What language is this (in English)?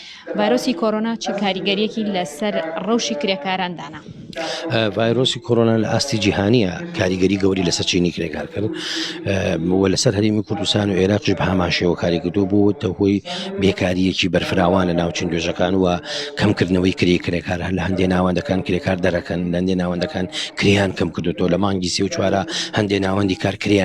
Central Kurdish